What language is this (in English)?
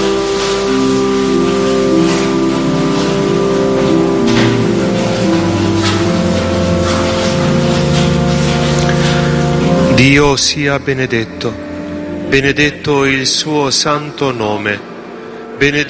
Italian